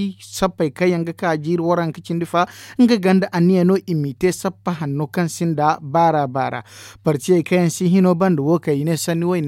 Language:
Zarma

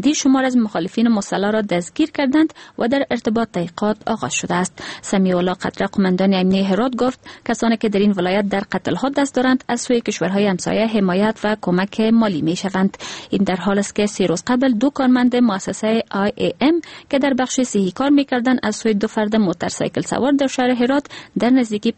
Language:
Persian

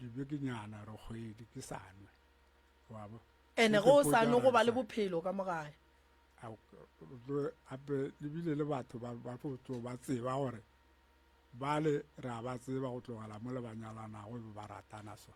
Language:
Northern Sotho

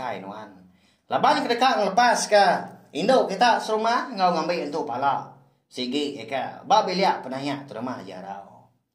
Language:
Iban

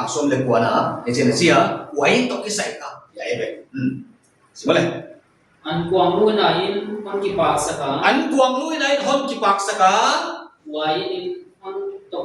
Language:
Paite Chin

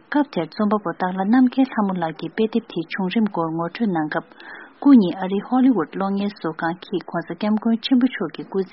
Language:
Tibetan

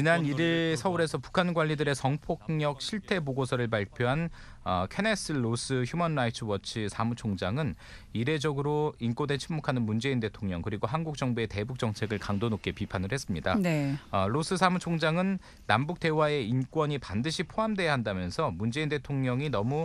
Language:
Korean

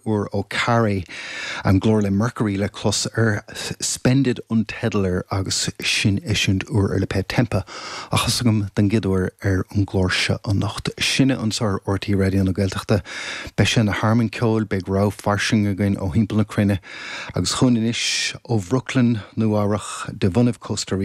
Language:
Irish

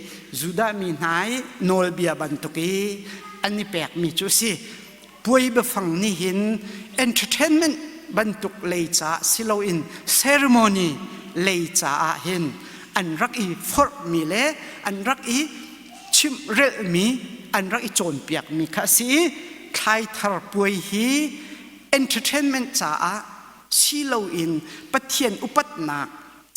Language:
Hakha Chin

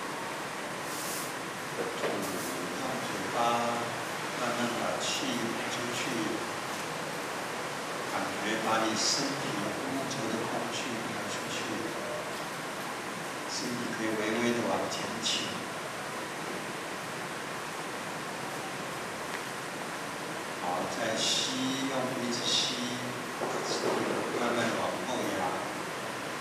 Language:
Chinese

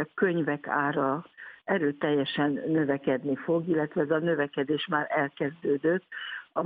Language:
Hungarian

